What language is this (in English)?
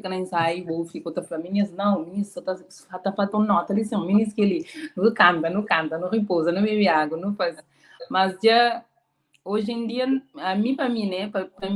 Kabuverdianu